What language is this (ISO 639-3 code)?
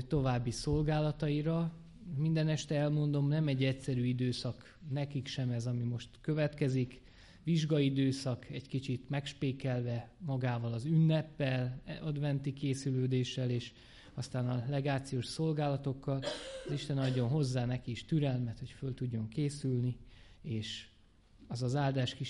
hun